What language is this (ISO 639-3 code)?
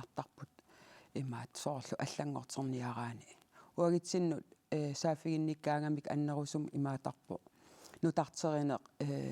kal